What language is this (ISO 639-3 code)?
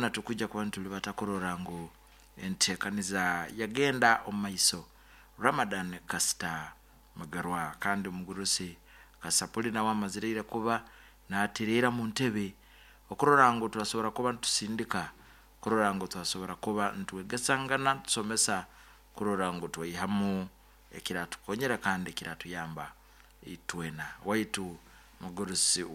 nyn